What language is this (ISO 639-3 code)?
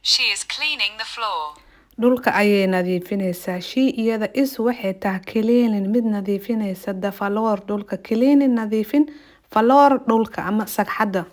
som